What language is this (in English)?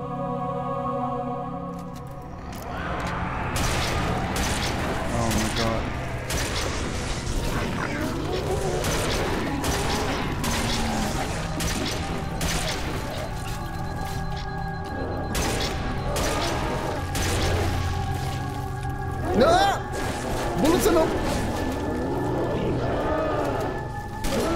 Dutch